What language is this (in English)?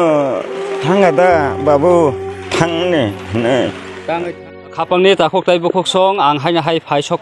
Kok Borok